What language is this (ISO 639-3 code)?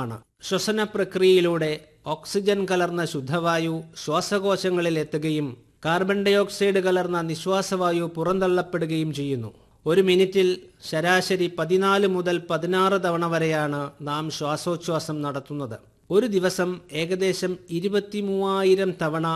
mal